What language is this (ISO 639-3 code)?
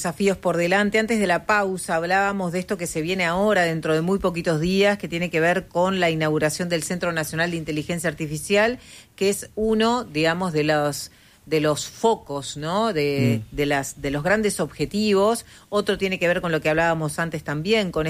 spa